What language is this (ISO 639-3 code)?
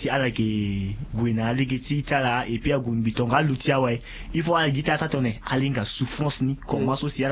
sag